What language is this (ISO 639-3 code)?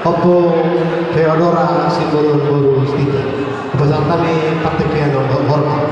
bbc